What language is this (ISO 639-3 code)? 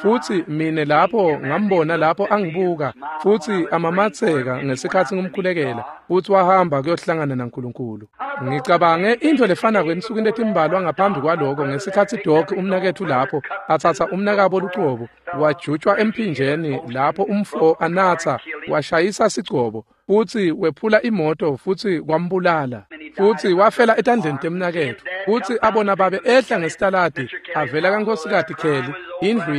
ssw